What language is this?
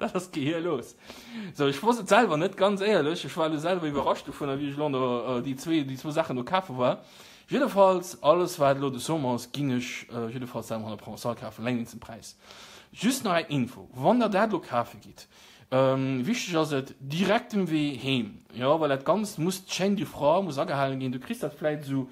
Luxembourgish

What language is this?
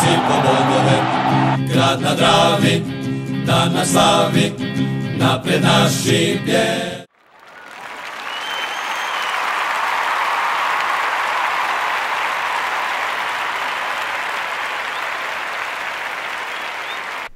Croatian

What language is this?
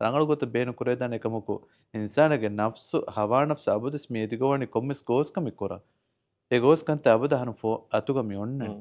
Divehi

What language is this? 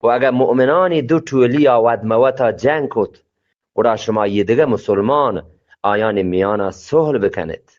Eastern Balochi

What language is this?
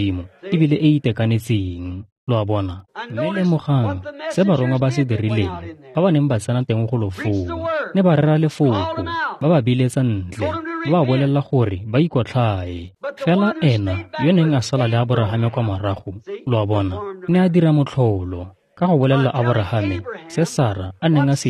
Tswana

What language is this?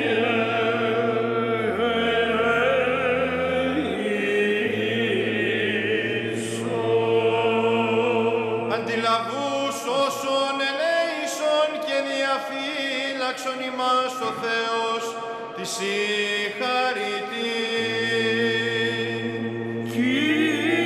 Greek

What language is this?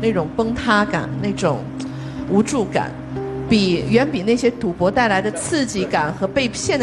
Chinese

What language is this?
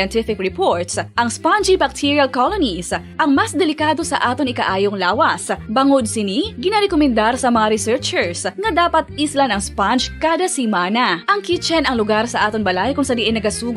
Hiligaynon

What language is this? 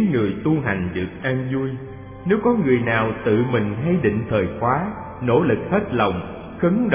Vietnamese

